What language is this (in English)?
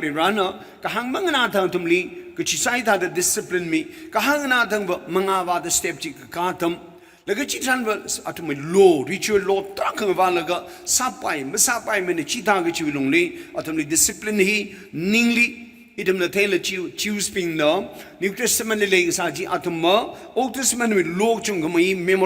Tangkhul Naga (India)